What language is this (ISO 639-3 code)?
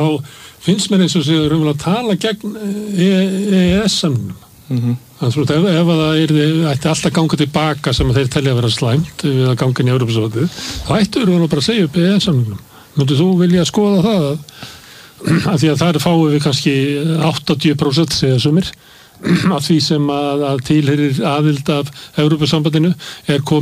isl